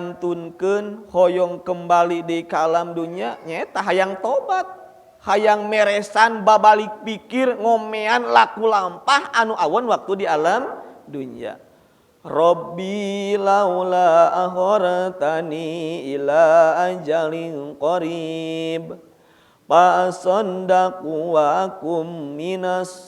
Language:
Sundanese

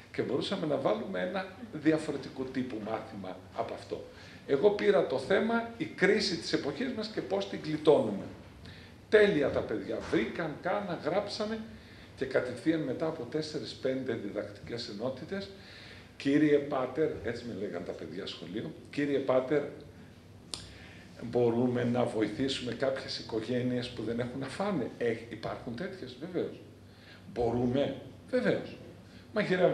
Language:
Greek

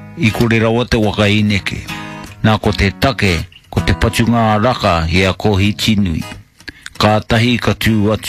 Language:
Māori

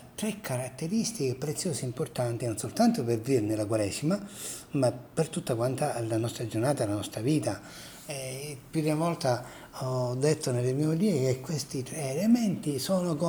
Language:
Italian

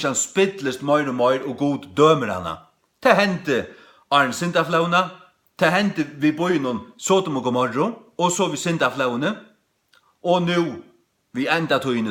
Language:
Faroese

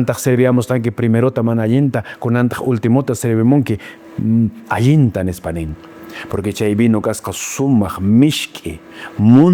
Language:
Quechua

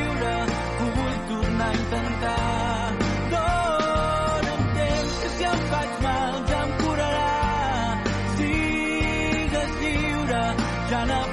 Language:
Catalan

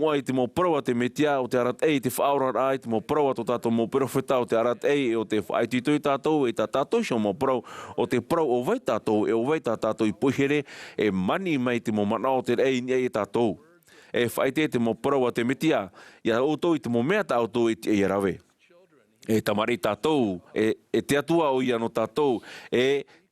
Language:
Tahitian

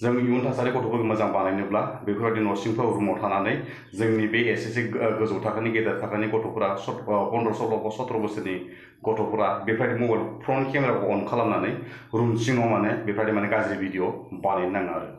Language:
Bodo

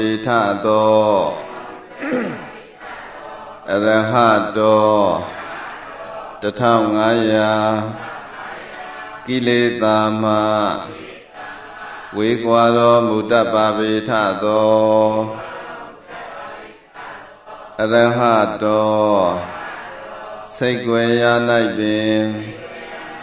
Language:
Burmese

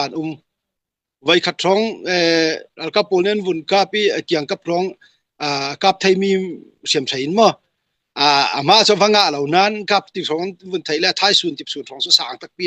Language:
Falam Chin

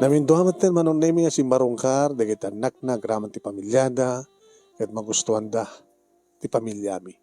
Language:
Iloko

